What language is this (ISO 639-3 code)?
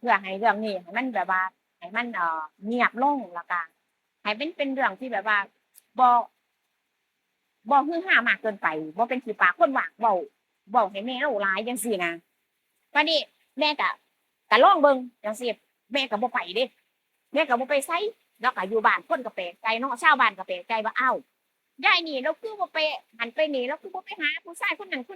tts